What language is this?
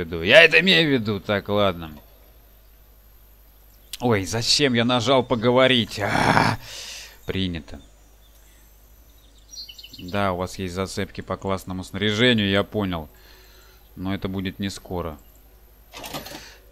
Russian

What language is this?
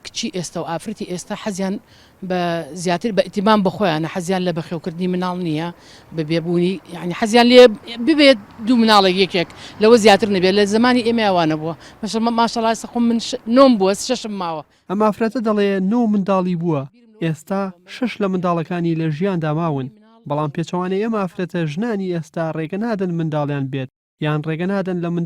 Central Kurdish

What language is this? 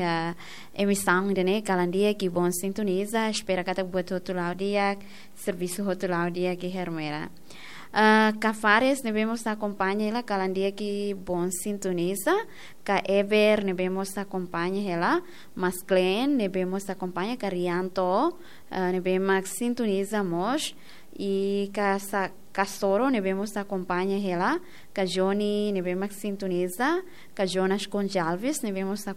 Tetum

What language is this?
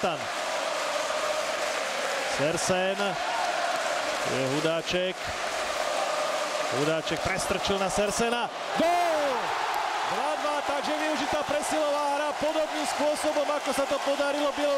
Slovak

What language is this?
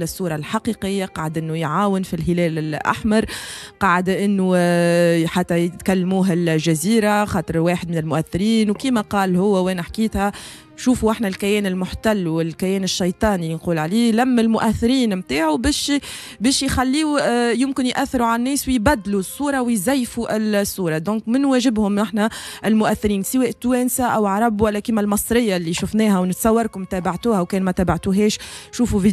Tunisian Arabic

